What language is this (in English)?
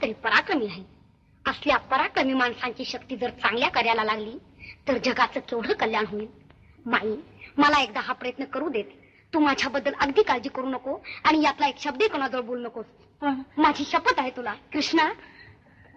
Marathi